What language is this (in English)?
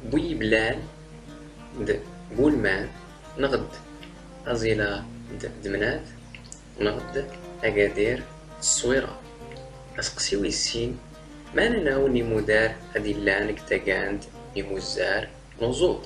Standard Moroccan Tamazight